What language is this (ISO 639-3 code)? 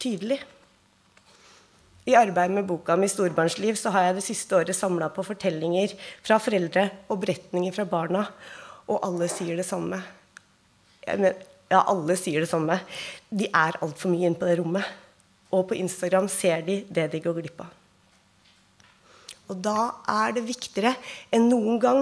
nor